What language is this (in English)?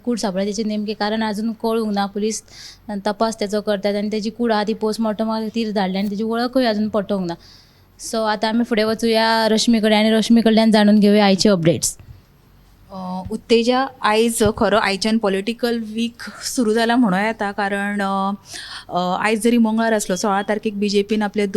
Konkani